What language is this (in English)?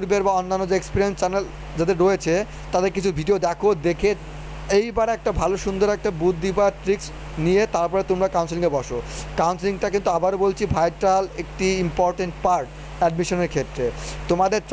Bangla